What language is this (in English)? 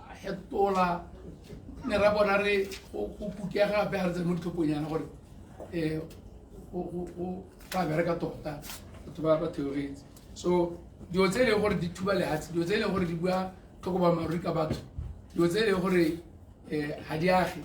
Tswana